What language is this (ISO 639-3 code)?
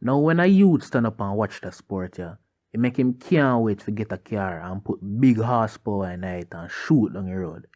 jam